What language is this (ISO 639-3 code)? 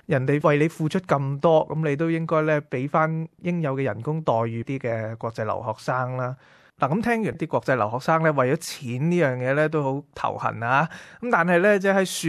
yue